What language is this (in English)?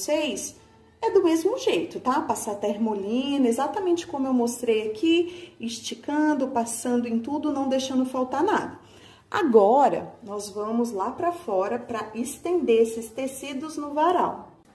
Portuguese